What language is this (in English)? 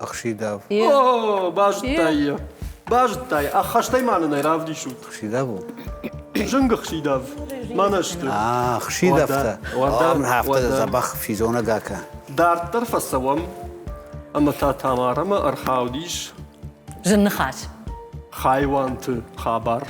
Ossetic